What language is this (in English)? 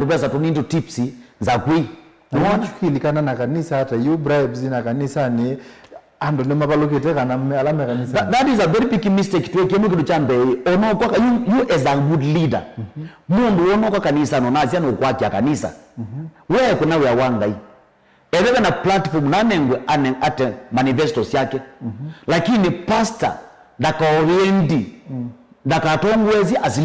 Kamba